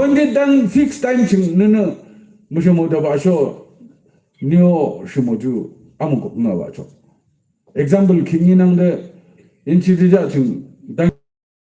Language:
Yimchungru Naga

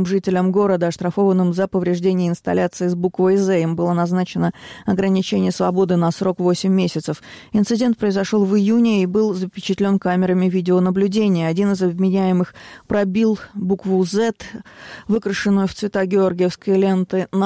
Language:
Russian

